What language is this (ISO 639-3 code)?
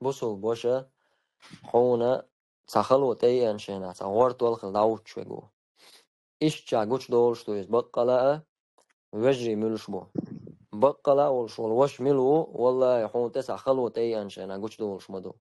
che